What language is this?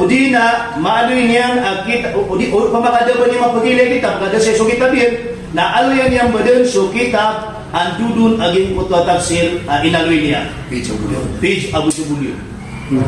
Maranao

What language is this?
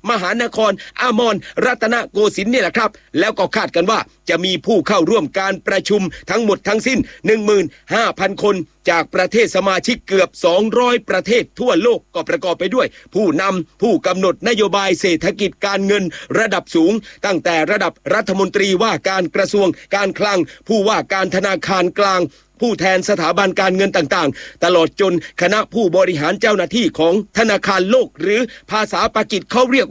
Thai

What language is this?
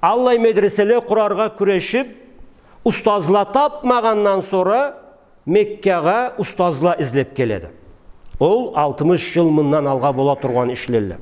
Karachay-Balkar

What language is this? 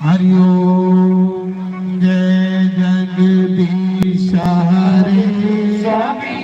Dogri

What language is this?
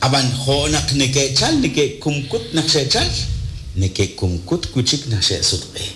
Kekchí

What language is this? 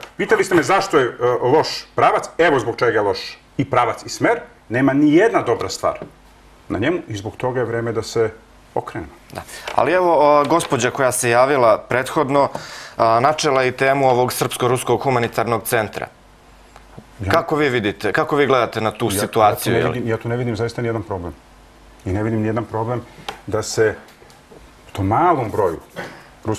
Serbian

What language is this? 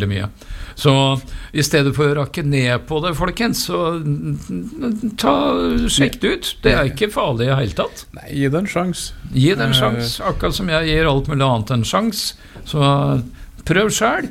Norwegian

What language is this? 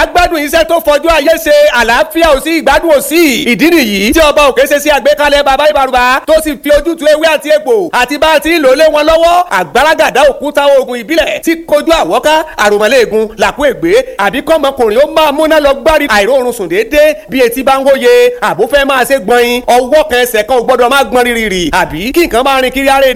Yoruba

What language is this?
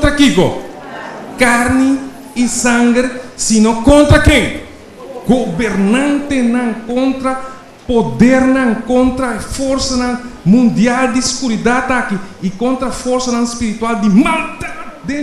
Papiamento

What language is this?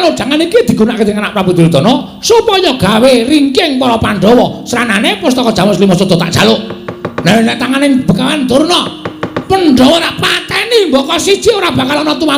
Javanese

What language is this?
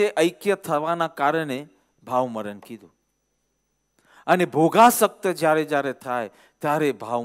Gujarati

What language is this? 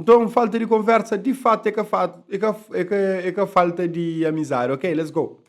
Kabuverdianu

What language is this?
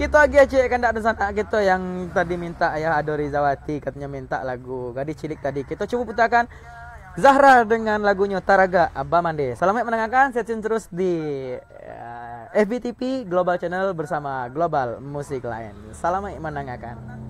Minangkabau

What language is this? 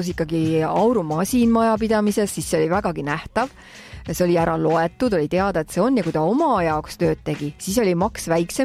Estonian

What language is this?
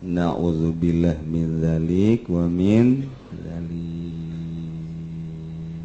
Sundanese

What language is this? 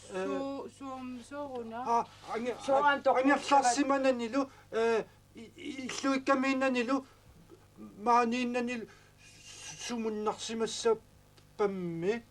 Kalaallisut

